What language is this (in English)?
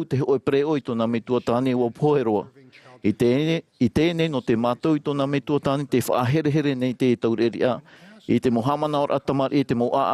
Tahitian